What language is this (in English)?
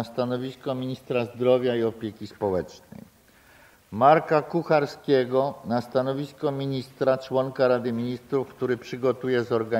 Polish